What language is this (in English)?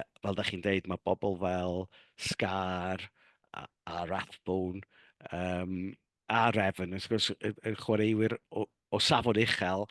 Welsh